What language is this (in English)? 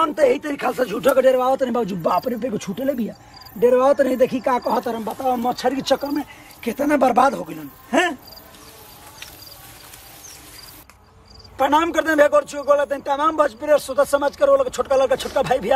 Bhojpuri